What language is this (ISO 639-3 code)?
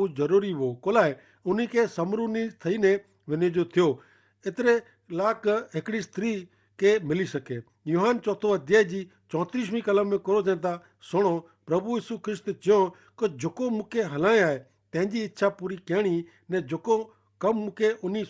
kfr